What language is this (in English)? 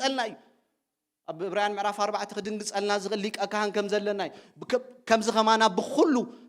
Tigrinya